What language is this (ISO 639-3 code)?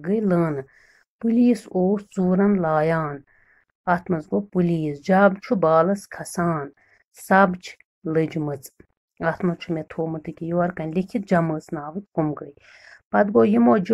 kas